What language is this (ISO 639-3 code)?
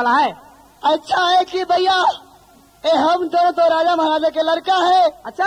bho